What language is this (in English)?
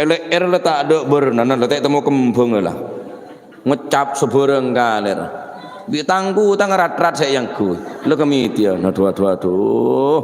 Madurese